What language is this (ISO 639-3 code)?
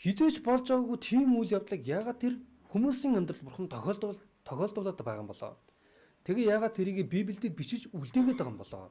mon